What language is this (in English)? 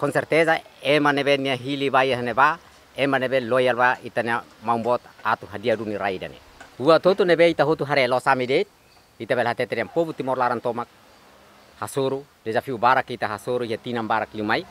Tetum